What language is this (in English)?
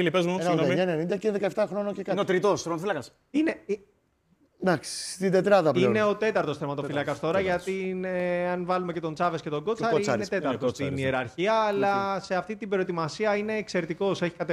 Greek